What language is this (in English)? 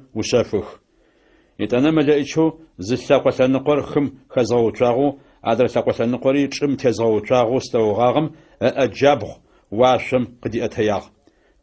Adyghe